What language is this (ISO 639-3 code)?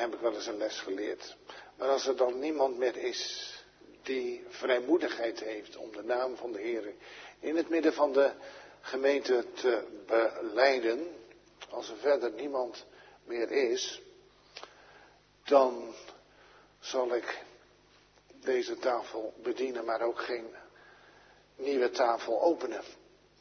nld